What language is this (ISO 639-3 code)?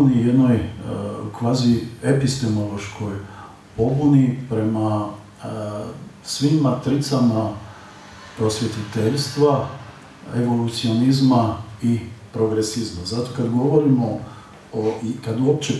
hrv